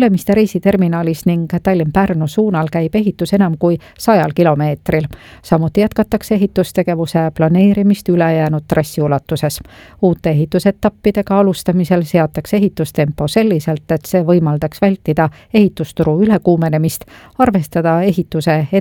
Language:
Estonian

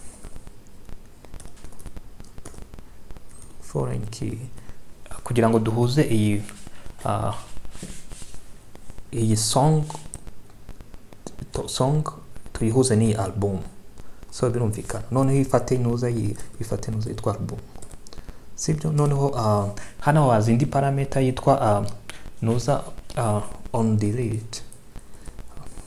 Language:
Kinyarwanda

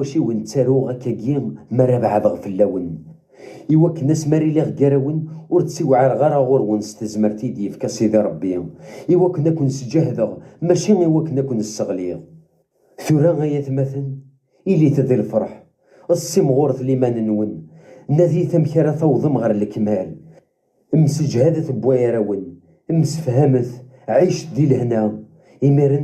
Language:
Kabyle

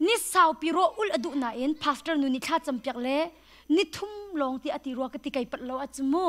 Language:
Hakha Chin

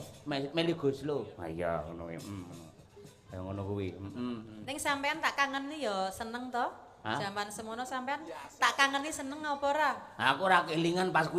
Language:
Javanese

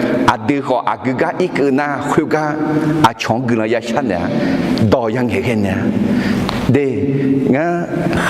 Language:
Akha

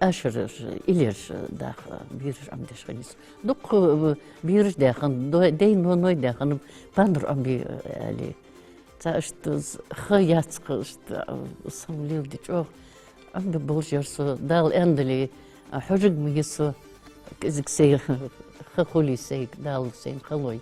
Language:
Ingush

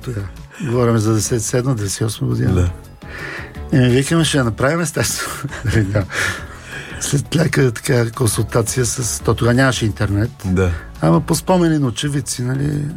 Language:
Bulgarian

